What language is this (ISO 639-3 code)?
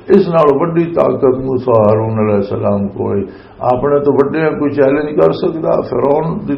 lah